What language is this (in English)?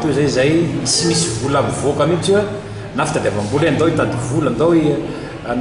Malagasy